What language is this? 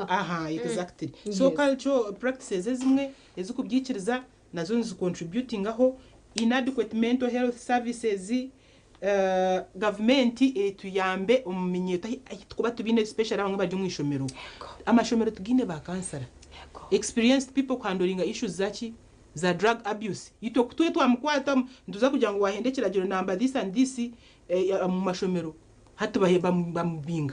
Nyankole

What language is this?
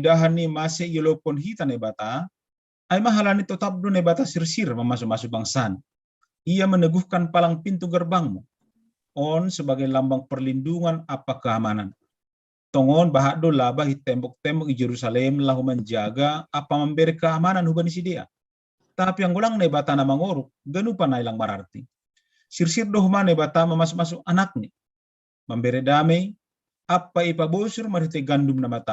Batak Simalungun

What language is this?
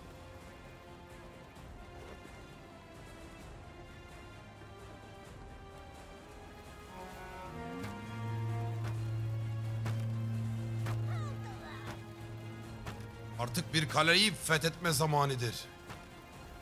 Turkish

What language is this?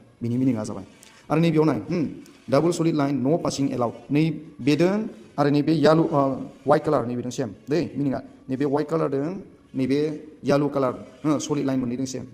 Bodo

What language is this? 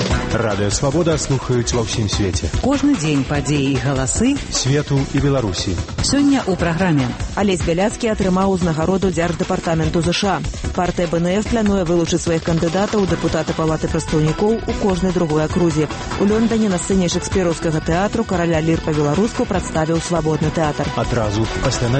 Belarusian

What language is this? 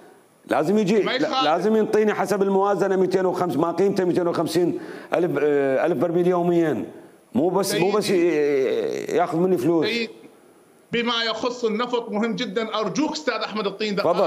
Mesopotamian Arabic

